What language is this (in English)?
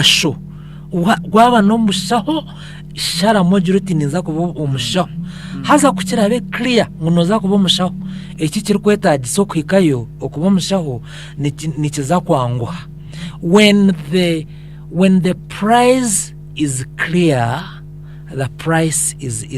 Nyankole